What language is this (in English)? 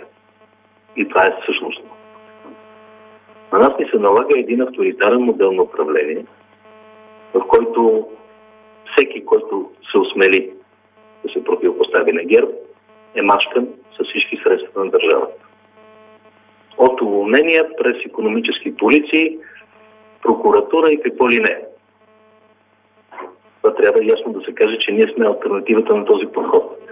Bulgarian